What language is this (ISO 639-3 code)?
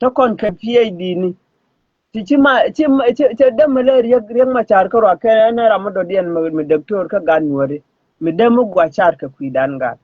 nus